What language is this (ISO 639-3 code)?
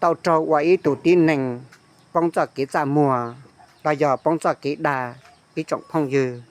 hmn